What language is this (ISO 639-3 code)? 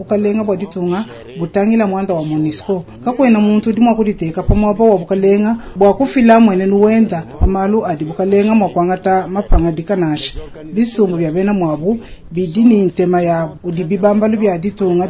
lua